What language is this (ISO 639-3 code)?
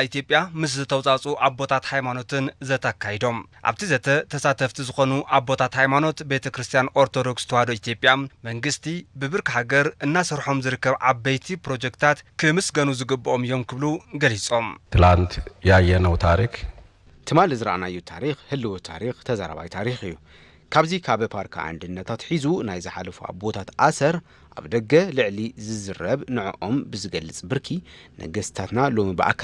tir